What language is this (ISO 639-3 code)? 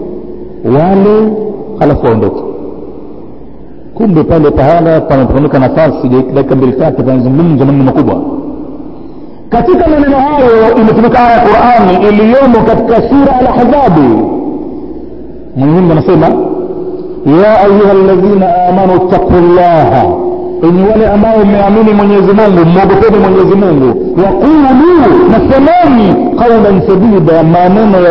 swa